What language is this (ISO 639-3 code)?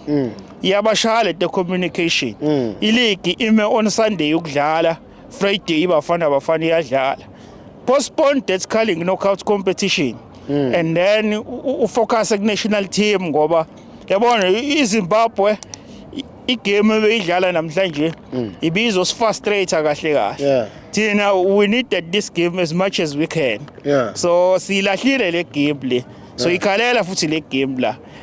zul